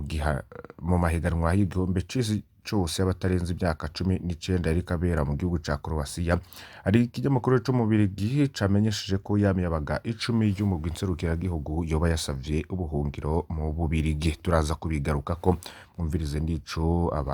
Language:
Rundi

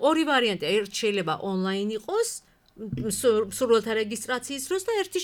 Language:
Georgian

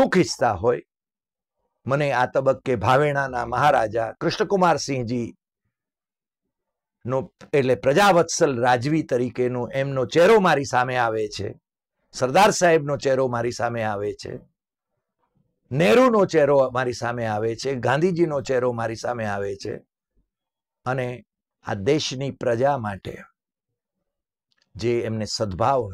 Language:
Gujarati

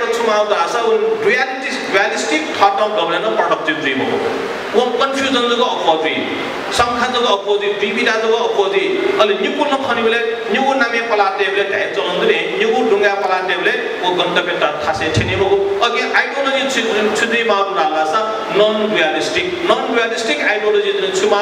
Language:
Newari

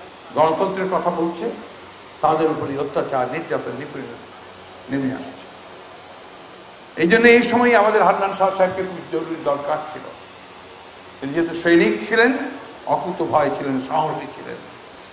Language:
Bangla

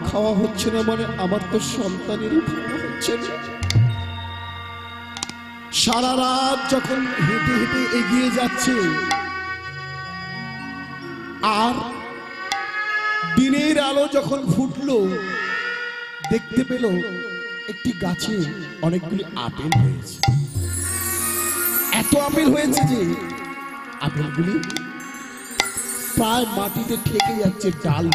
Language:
Bangla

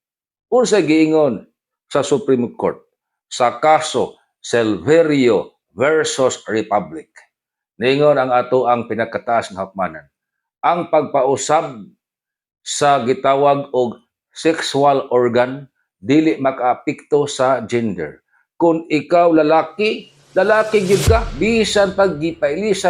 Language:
Cebuano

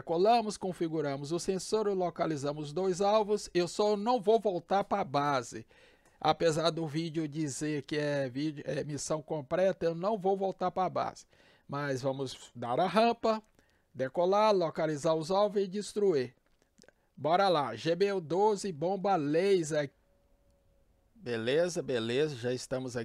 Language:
Portuguese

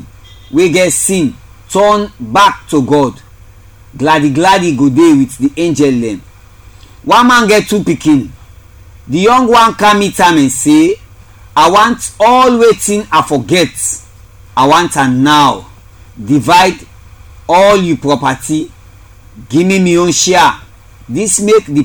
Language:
Krio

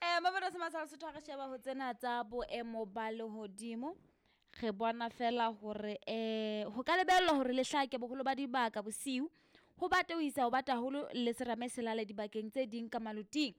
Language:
Southern Sotho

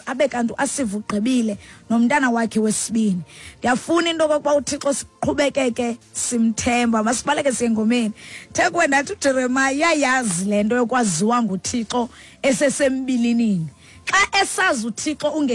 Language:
Xhosa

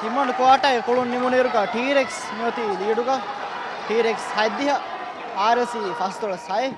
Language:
Divehi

